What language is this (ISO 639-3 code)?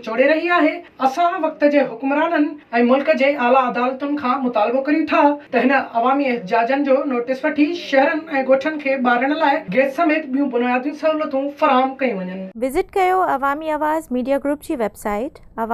snd